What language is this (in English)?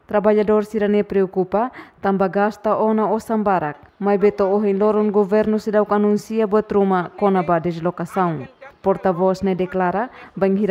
Tetum